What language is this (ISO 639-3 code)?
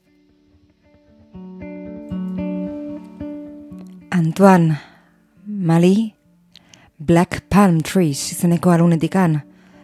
eus